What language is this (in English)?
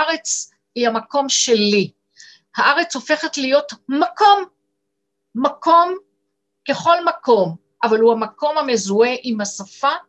Hebrew